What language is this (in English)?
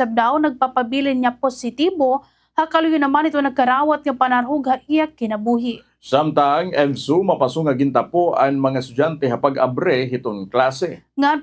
Waray